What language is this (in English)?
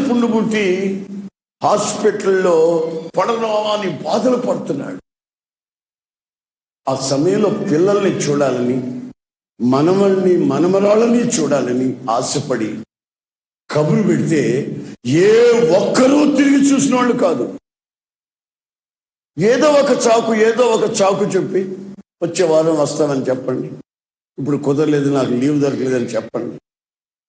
Telugu